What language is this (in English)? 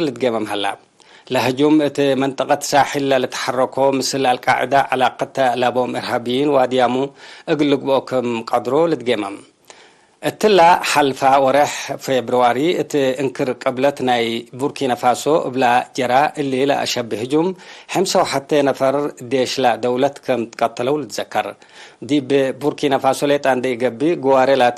Tigre